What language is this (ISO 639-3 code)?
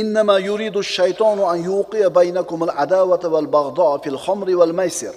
uzb